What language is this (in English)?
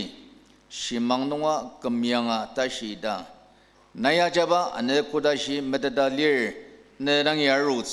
Ao Naga